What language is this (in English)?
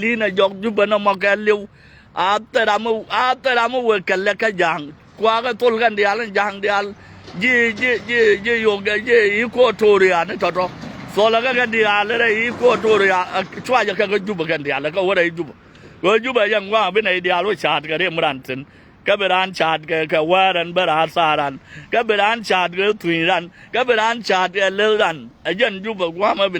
Nuer